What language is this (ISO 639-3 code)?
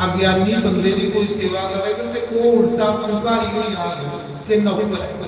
doi